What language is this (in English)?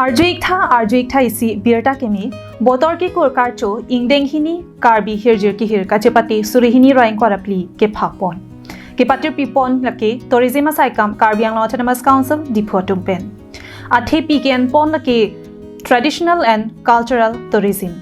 Karbi